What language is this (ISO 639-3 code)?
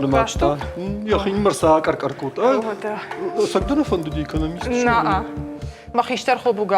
oss